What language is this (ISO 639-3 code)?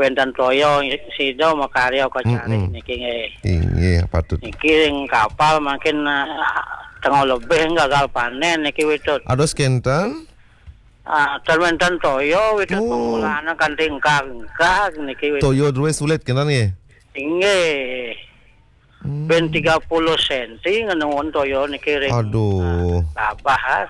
ban